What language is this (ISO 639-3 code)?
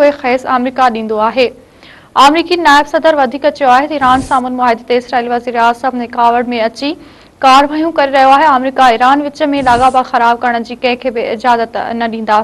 snd